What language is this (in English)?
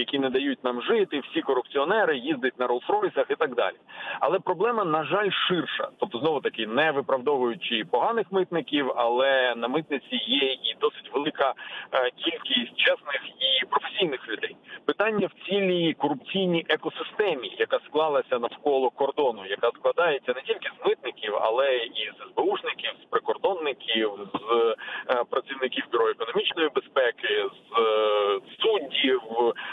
Ukrainian